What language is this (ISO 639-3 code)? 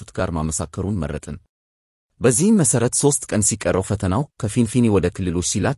amh